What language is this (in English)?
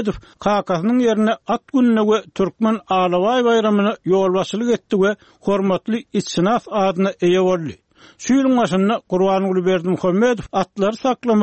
Turkmen